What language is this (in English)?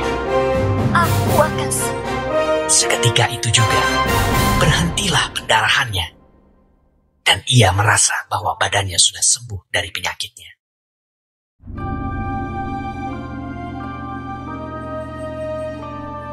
Indonesian